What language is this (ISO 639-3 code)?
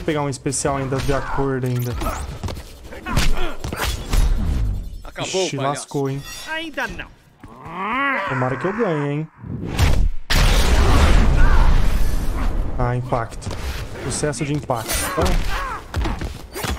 por